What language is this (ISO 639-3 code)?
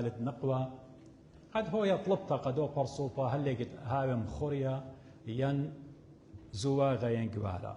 aii